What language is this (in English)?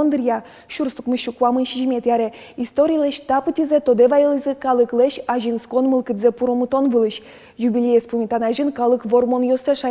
Udmurt